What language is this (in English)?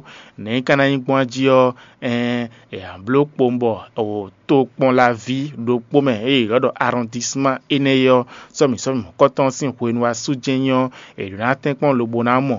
Fon